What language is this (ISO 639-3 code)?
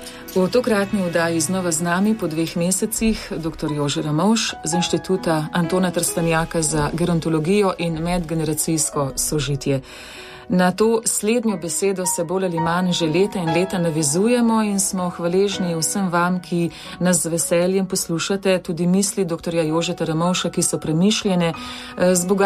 slv